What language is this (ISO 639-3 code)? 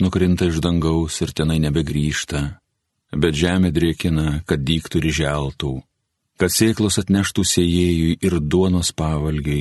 lit